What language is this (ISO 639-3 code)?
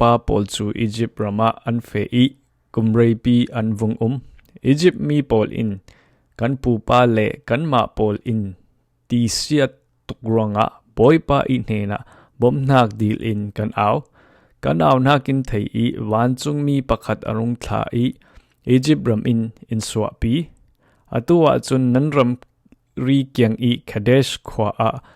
cfm